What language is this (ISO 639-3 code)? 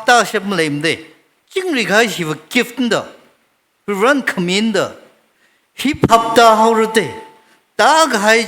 nmf